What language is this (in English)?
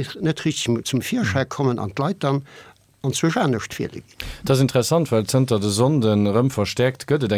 Luxembourgish